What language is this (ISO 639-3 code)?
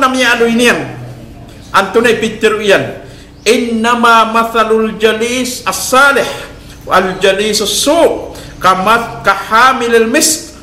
mrw